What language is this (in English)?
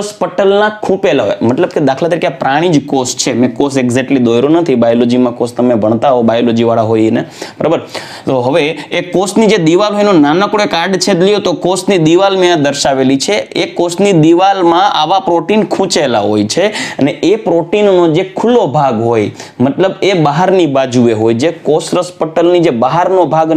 Gujarati